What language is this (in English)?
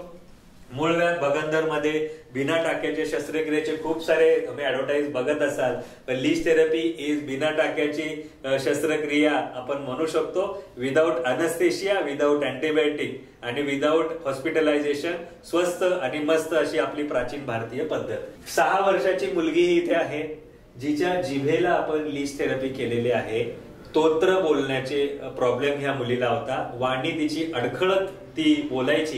Marathi